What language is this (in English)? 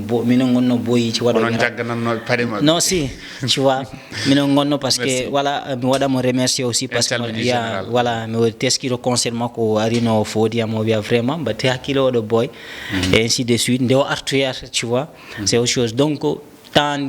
Fula